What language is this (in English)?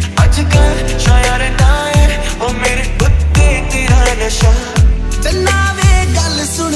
Punjabi